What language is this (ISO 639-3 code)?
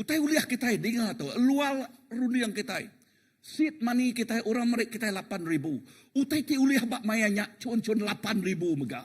iba